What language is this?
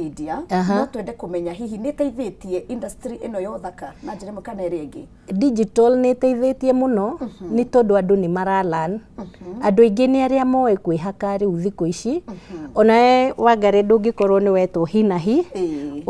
Kikuyu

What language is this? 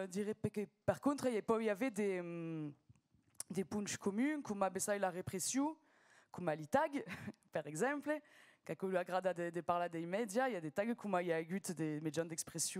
Occitan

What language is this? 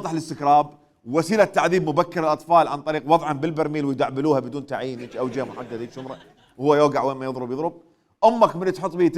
Mesopotamian Arabic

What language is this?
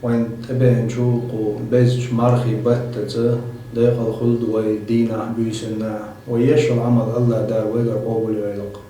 Chechen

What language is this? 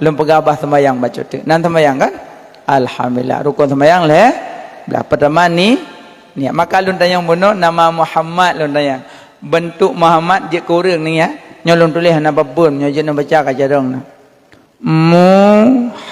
Achinese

